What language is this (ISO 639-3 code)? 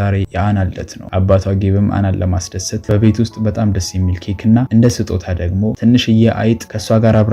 amh